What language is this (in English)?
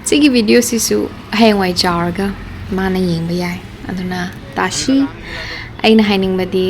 Manipuri